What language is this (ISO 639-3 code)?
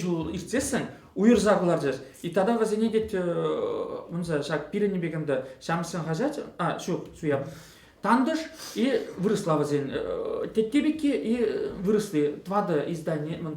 chv